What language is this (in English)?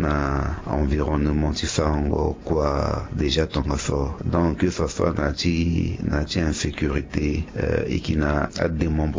Sango